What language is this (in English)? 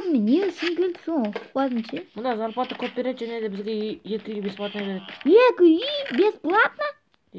Kazakh